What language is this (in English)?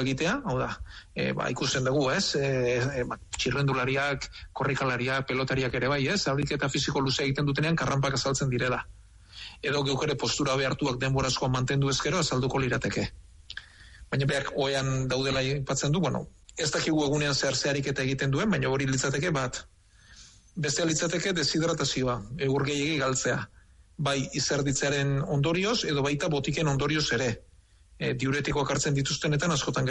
Basque